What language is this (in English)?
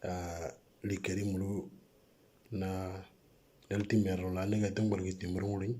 Moro